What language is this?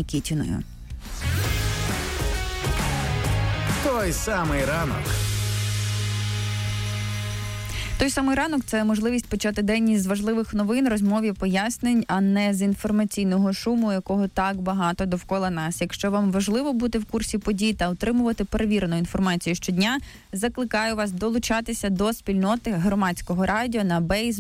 Ukrainian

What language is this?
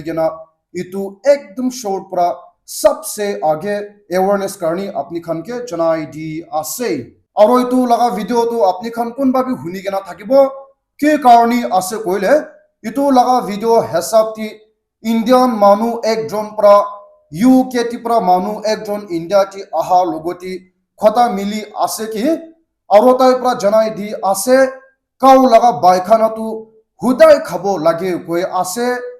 Naga Pidgin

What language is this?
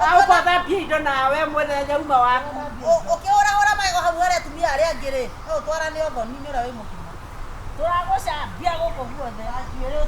Kikuyu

